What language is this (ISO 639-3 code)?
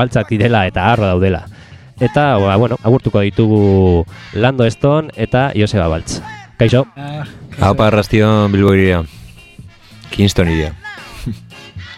eus